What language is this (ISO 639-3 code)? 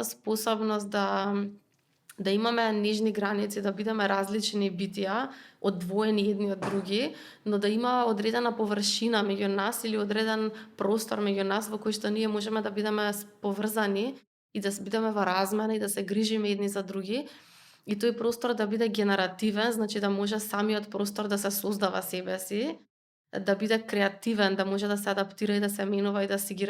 mkd